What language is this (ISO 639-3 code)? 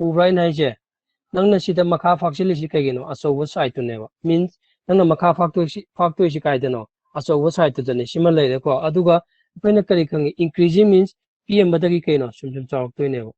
mni